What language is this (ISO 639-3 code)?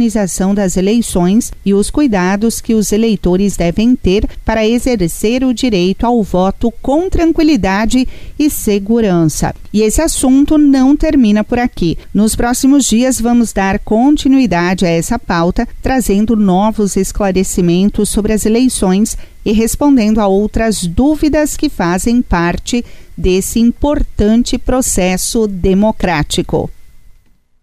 por